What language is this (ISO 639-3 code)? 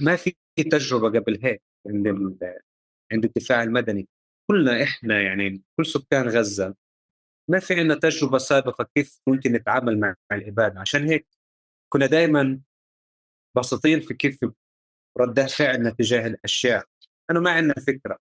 apc